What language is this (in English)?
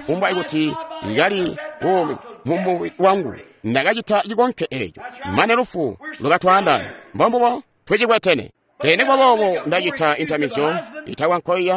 Tonga (Zambia)